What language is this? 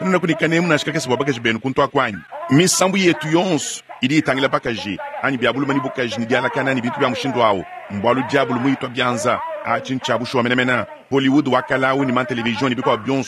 Luba-Lulua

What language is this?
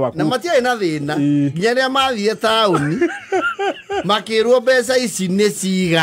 Kikuyu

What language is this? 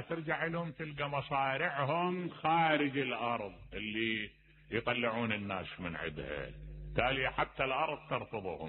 Mesopotamian Arabic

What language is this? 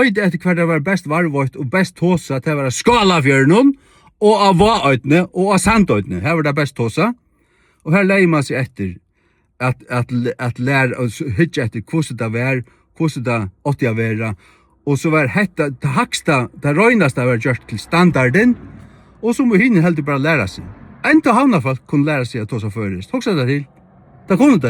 Faroese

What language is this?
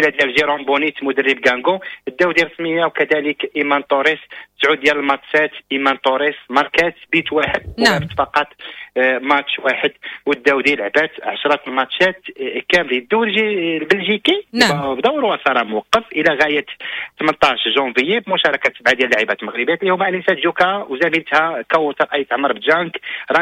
Moroccan Arabic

